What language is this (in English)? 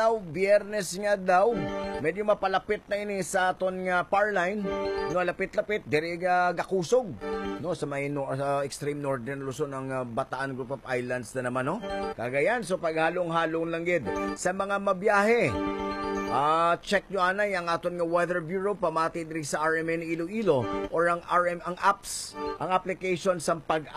Hiligaynon